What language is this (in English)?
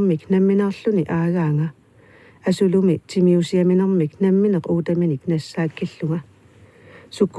Kalaallisut